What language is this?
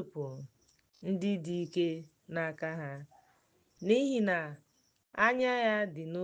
Igbo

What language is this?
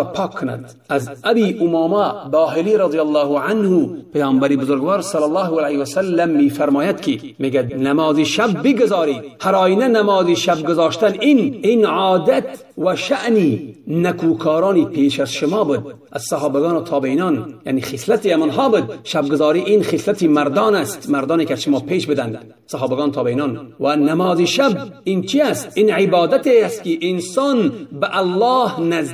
Tajik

